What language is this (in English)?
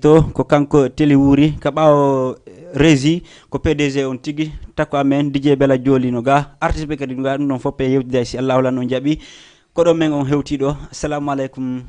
Fula